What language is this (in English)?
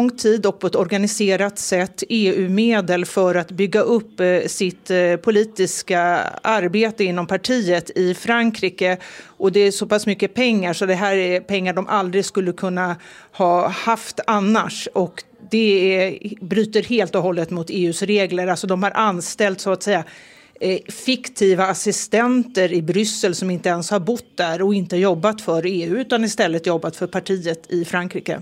Swedish